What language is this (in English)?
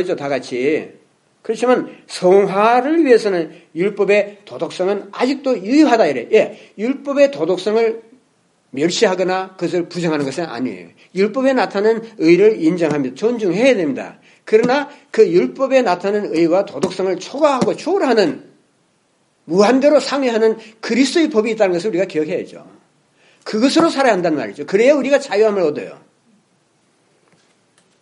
Korean